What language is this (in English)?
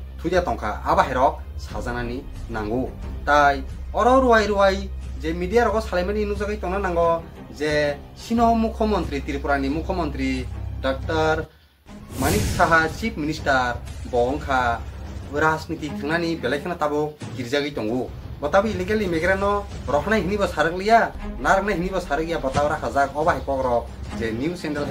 Kok Borok